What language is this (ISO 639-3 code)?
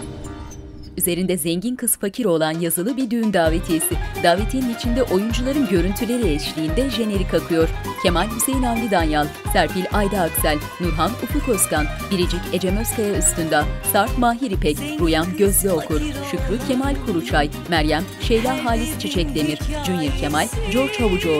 tur